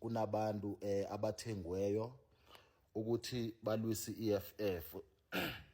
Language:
Zulu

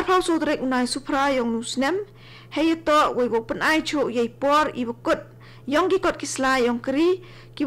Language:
Khasi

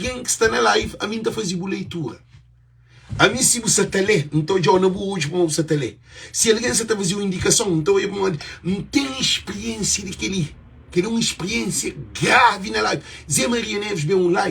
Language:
Kabuverdianu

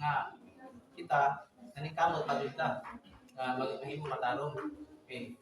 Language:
Cebuano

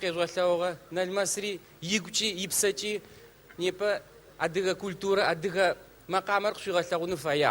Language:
Adyghe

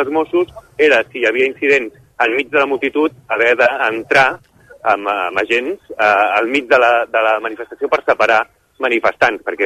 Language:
Catalan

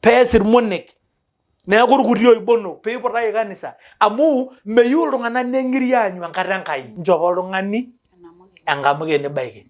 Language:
Masai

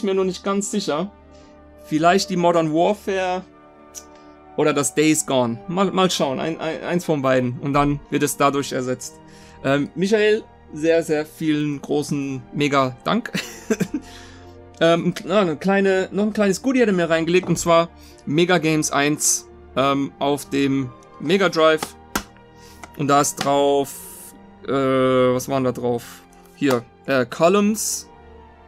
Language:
German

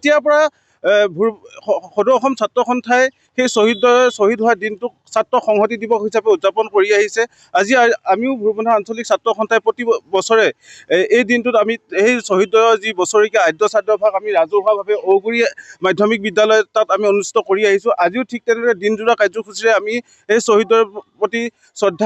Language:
Assamese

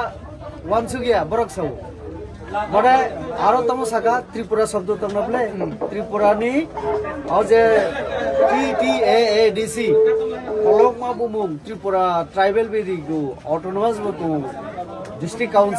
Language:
Kok Borok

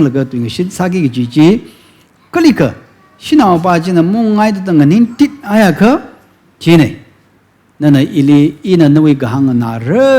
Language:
Tangkhul Naga (India)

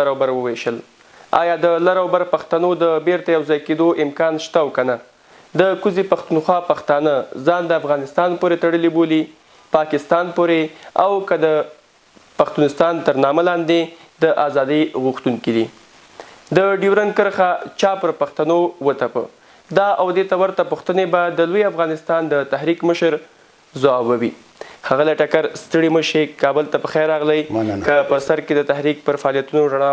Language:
Pashto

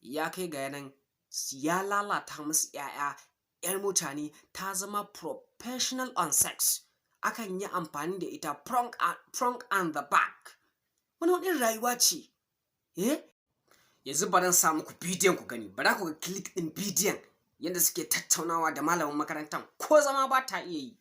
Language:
Hausa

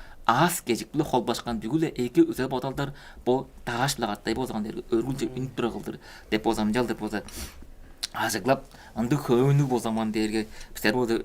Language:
Tuvinian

